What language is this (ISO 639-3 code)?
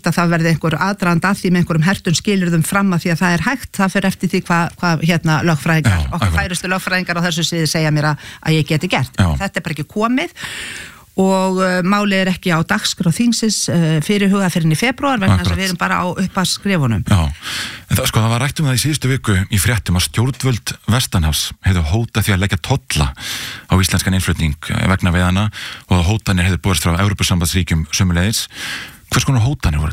isl